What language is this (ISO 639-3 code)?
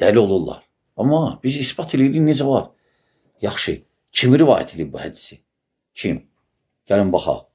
aze